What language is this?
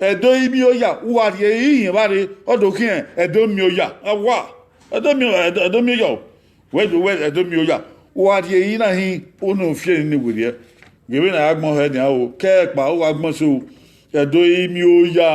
Bini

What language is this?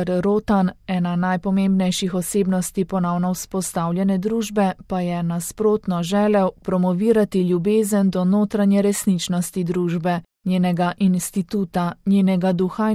Slovenian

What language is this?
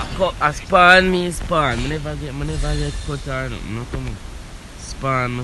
Jamaican Creole English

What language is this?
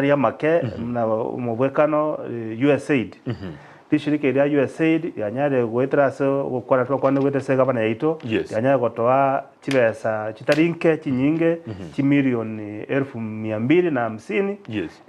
Gusii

